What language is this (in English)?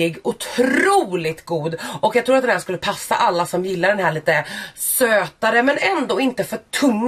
Swedish